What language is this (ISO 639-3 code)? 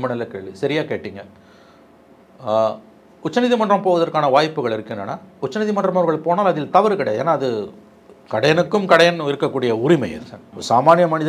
tam